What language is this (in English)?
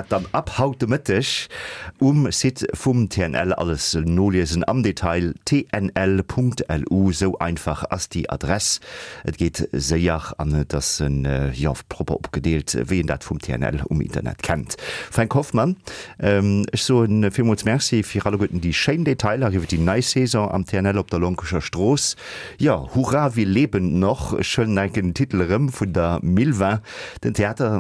Luxembourgish